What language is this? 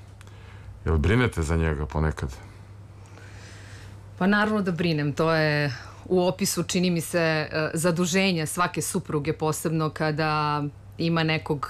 Serbian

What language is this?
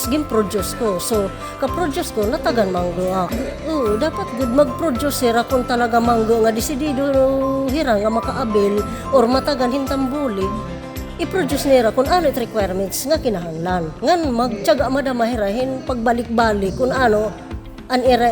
Waray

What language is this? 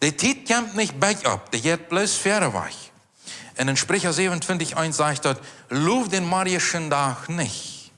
Plautdietsch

